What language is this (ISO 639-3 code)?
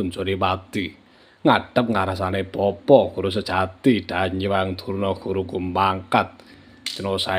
jav